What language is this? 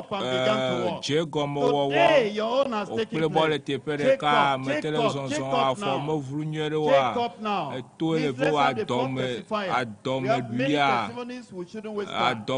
Ewe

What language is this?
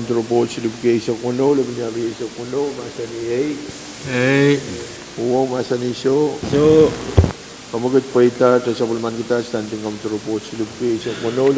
Pohnpeian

